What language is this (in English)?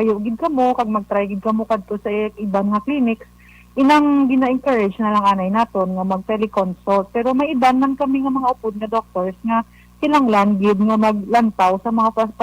Hiligaynon